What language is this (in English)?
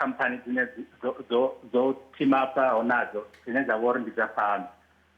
Venda